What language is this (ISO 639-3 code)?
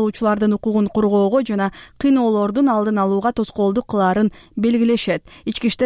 kir